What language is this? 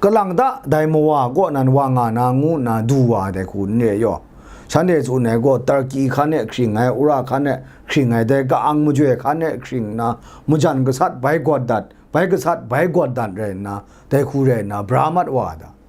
Kachin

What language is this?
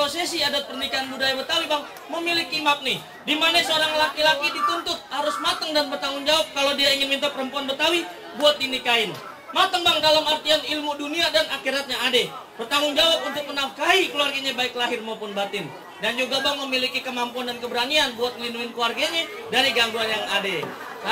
Betawi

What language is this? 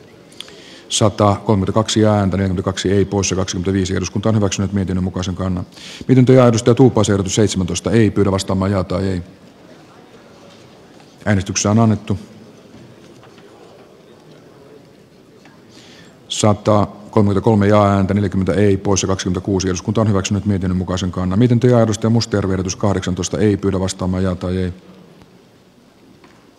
Finnish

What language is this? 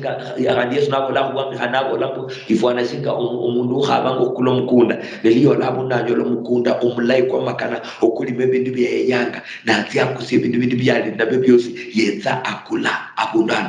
Luyia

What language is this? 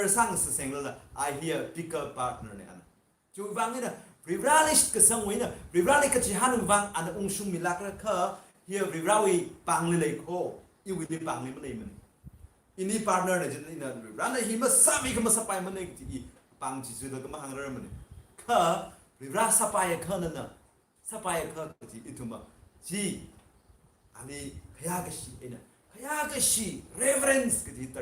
Tangkhul Naga (India)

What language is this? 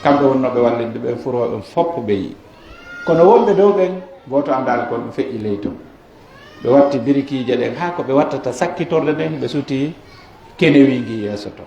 Pular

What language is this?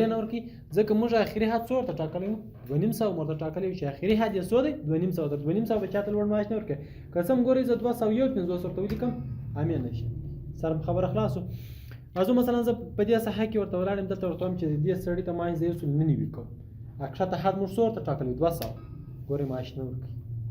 Pashto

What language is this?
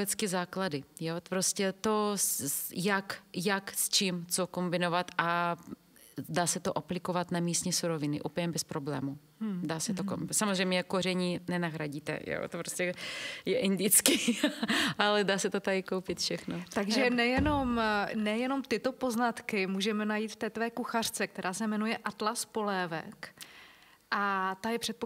Czech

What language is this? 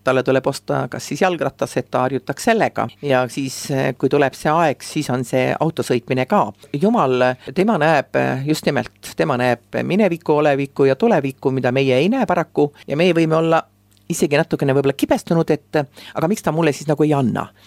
Estonian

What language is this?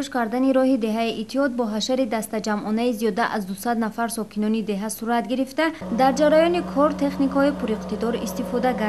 Tajik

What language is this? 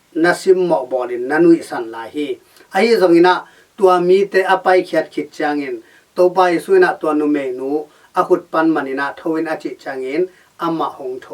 Tedim Chin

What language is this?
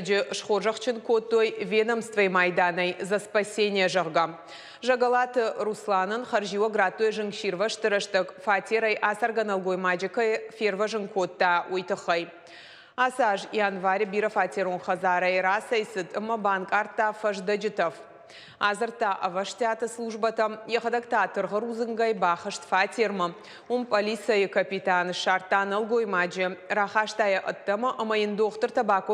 Ossetic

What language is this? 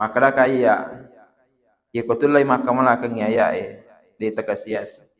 Buginese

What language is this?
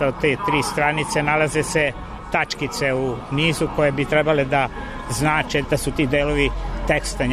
Serbian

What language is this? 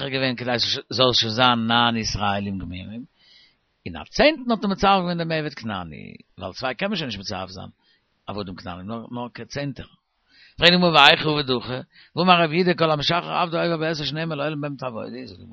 Yiddish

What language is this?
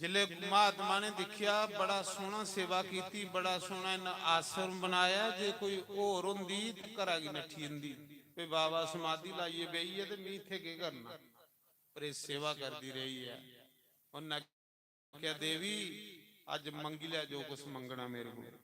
Dogri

